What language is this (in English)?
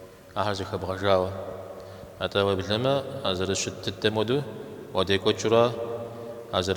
Kabardian